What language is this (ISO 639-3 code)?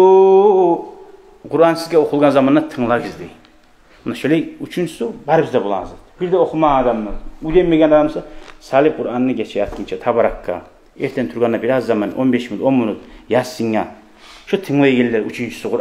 kum